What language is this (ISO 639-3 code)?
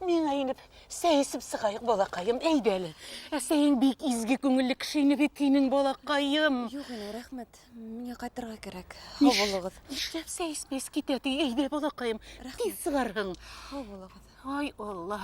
bak